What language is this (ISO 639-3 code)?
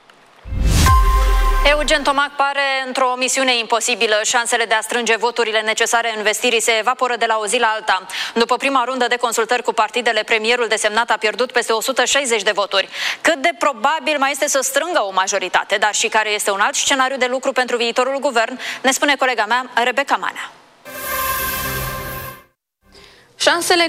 ron